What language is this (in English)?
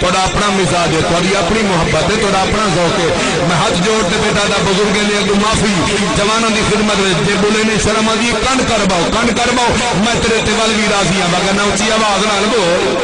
Saraiki